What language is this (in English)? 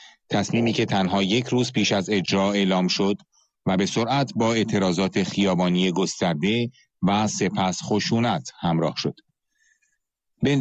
Persian